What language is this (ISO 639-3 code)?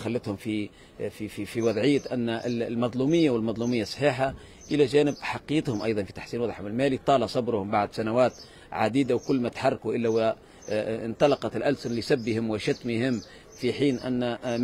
aeb